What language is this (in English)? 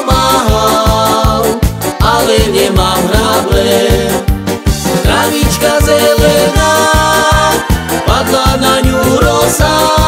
Slovak